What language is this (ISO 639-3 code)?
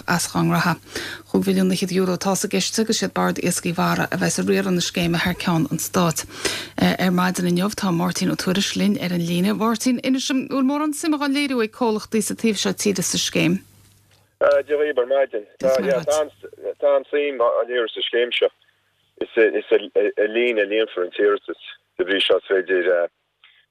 gle